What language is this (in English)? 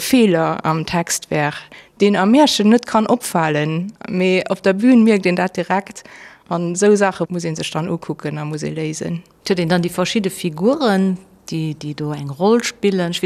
Luxembourgish